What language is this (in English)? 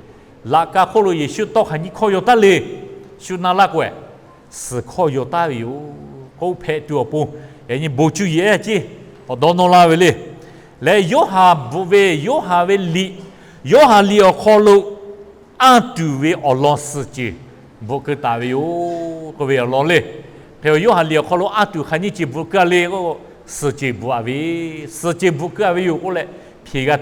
Lahu